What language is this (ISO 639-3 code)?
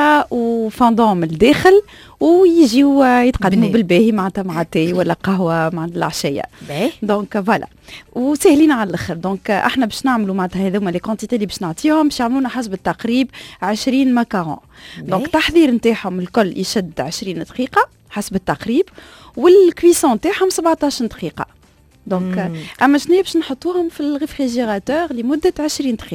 aeb